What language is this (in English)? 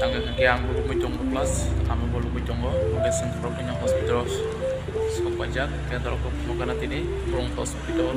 Kok Borok